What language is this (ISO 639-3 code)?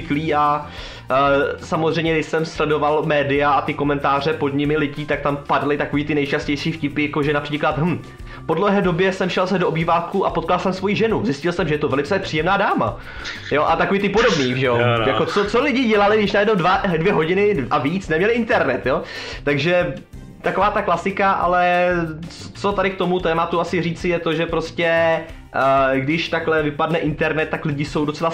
ces